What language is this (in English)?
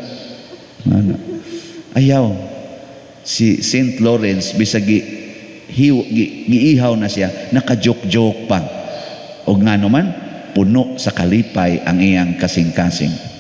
Cebuano